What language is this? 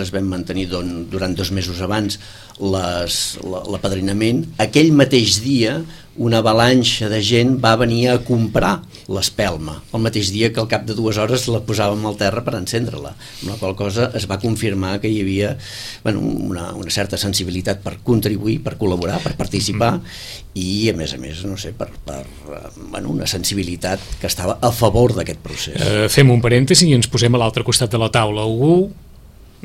Catalan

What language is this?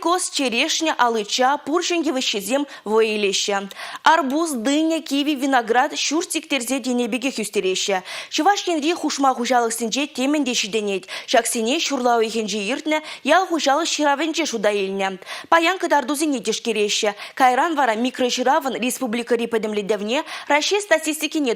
Chuvash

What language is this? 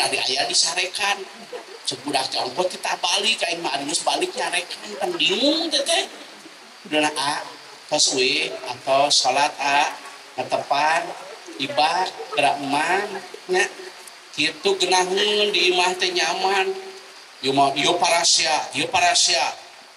Sundanese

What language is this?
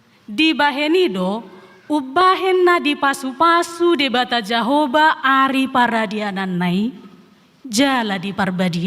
Batak Toba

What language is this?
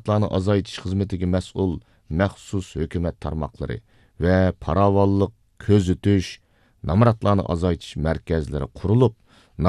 Uyghur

